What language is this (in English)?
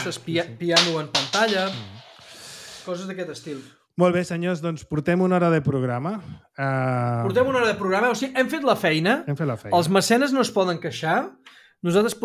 Catalan